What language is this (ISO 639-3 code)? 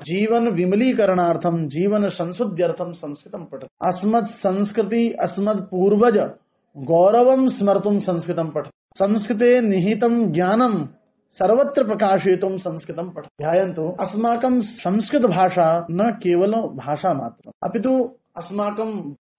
san